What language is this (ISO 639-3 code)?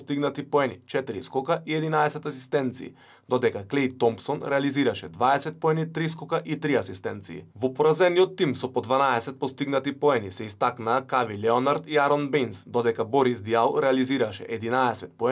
mkd